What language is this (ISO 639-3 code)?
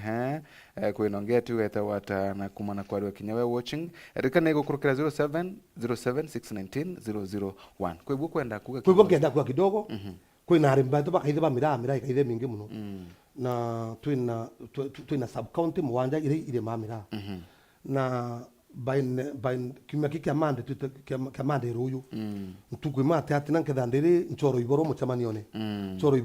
mer